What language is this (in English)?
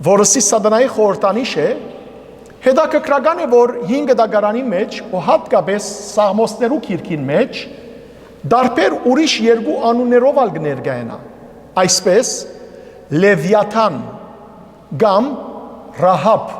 Western Armenian